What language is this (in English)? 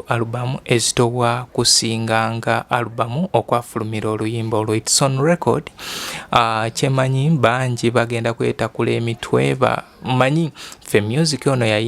Ganda